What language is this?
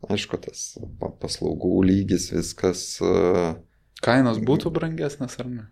Lithuanian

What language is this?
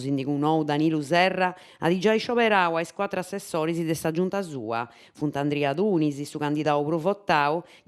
Sardinian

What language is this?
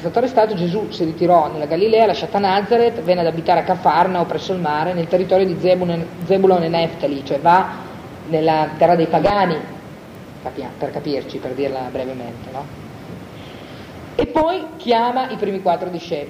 Italian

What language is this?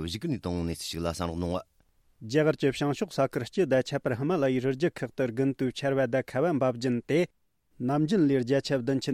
Tibetan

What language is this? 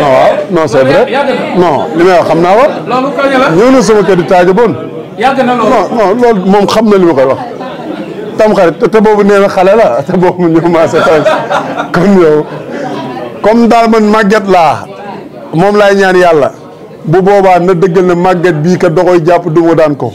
Wolof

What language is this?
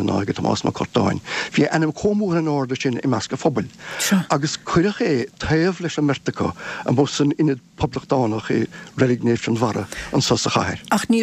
Irish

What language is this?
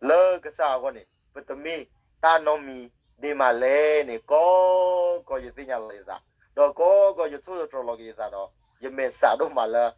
S'gaw Karen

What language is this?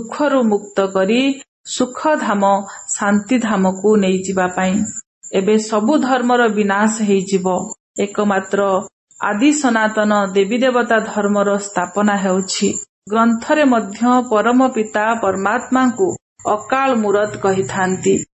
Odia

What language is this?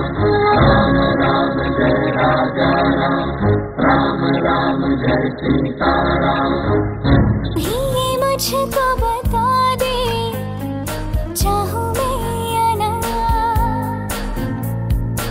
Hindi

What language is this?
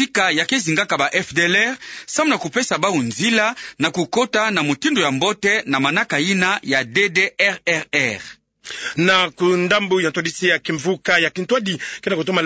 Kituba (Democratic Republic of Congo)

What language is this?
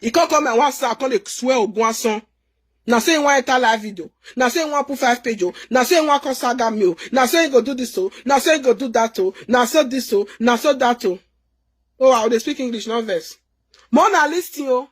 Nigerian Pidgin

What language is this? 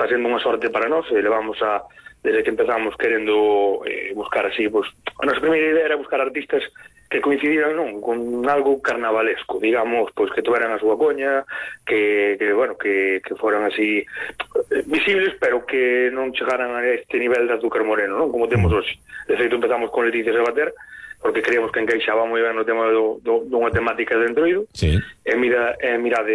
Galician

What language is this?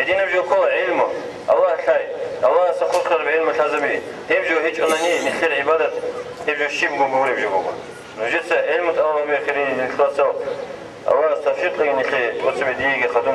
Avaric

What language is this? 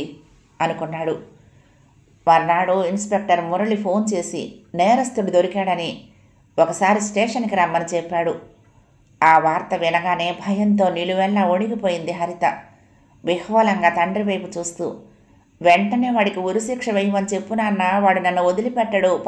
Telugu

